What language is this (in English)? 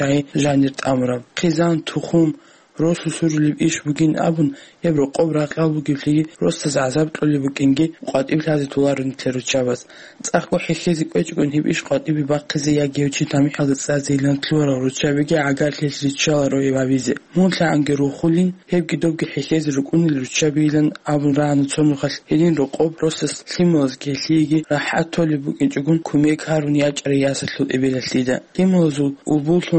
Avaric